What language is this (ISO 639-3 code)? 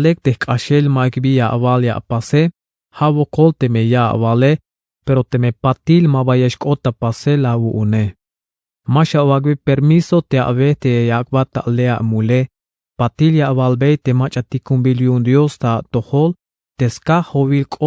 tzh